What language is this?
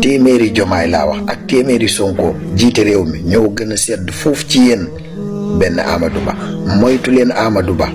Wolof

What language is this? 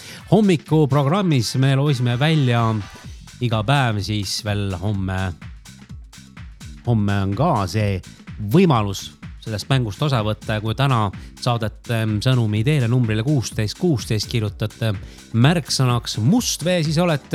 Estonian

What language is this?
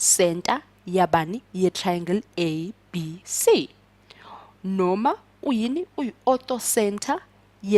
Zulu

